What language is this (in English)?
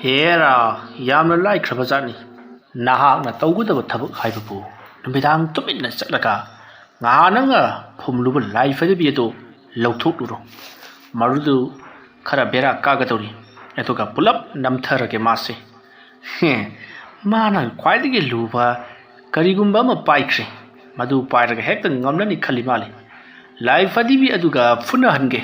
Manipuri